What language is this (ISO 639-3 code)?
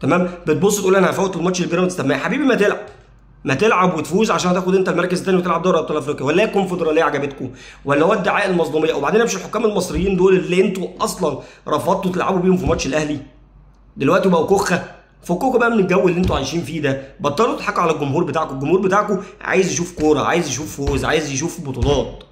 arz